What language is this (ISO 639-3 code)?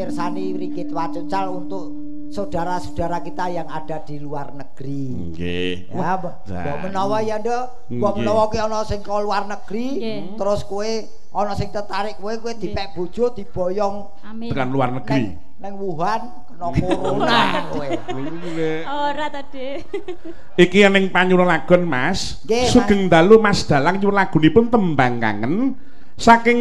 jav